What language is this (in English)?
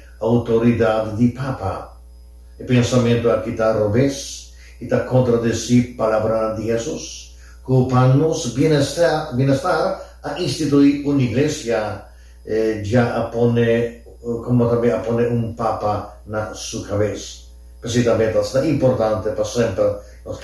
Papiamento